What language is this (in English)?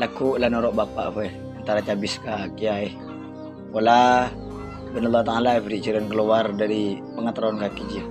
Madurese